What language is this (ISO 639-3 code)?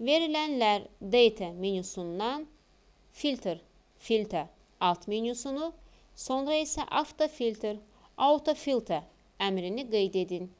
aze